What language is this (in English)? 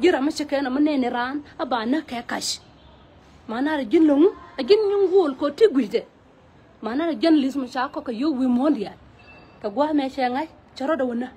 Nuer